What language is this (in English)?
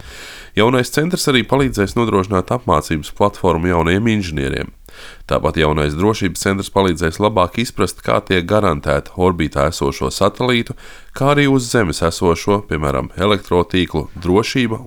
Latvian